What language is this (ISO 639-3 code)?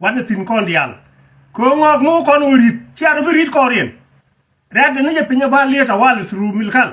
nus